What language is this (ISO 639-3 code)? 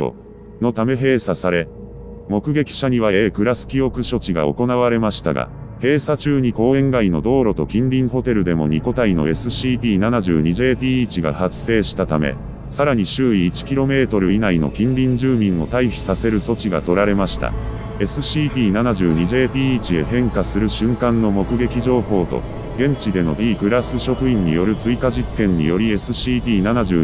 jpn